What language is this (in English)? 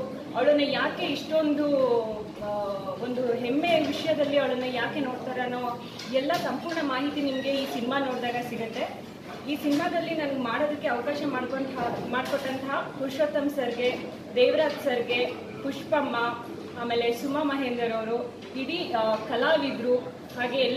Kannada